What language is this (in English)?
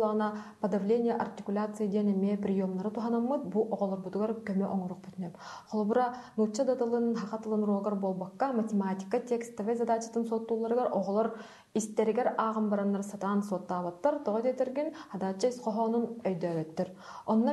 Yakut